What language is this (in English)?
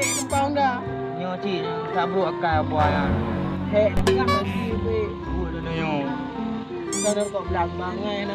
Achinese